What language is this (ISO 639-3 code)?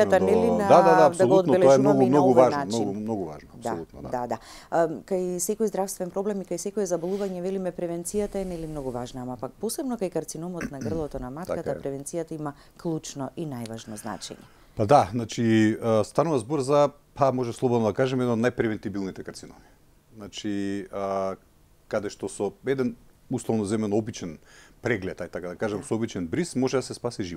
mkd